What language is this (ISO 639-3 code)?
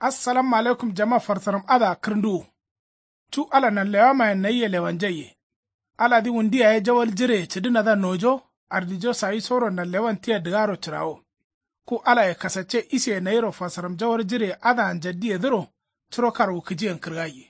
kau